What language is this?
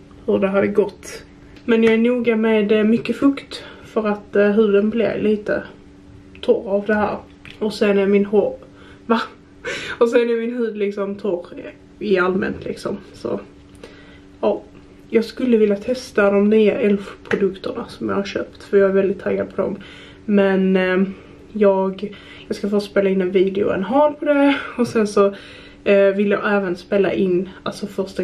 Swedish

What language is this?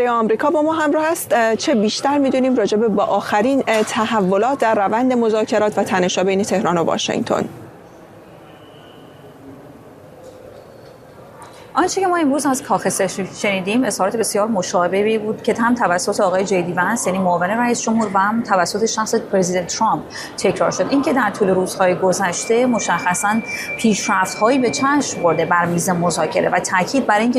Persian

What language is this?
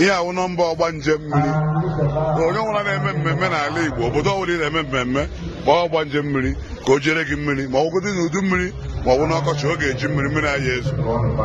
Igbo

